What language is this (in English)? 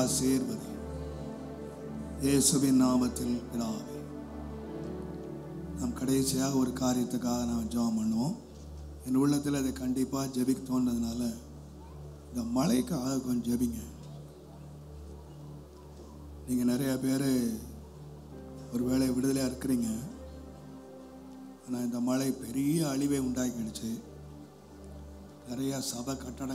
Tamil